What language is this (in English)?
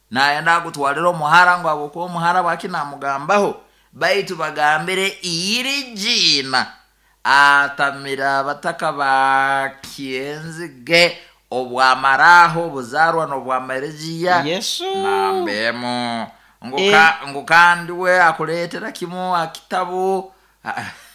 Nyoro